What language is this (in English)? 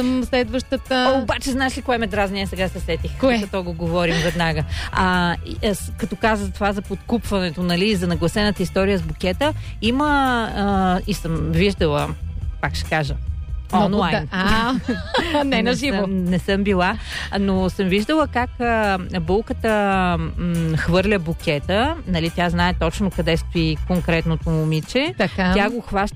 Bulgarian